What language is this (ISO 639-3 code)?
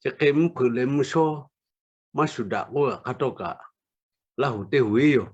lhu